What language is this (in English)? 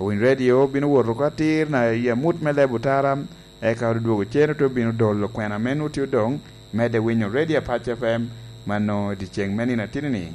Lango (Uganda)